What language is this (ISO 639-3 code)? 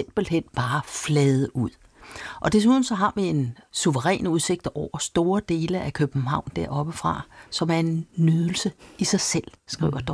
dan